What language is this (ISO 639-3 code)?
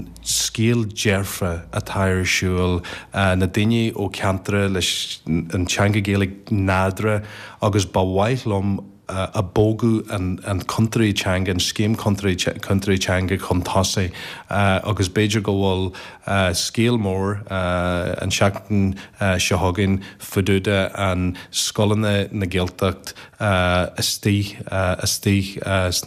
gle